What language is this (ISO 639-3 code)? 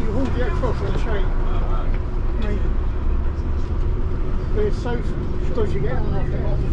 eng